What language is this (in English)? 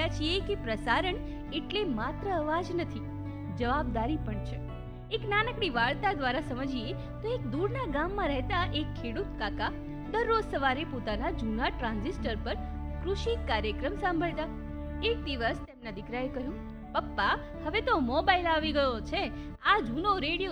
Gujarati